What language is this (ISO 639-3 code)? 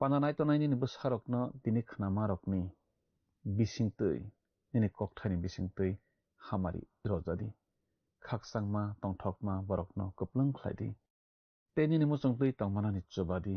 trp